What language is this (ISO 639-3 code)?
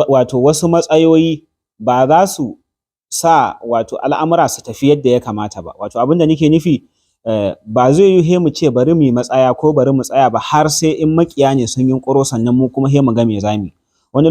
hau